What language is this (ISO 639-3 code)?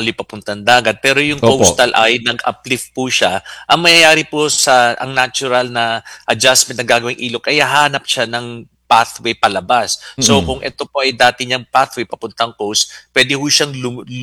fil